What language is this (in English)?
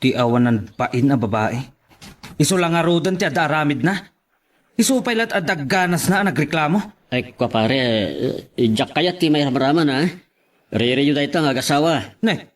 Iloko